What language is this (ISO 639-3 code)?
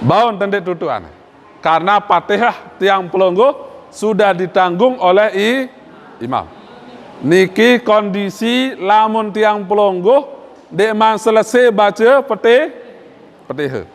sas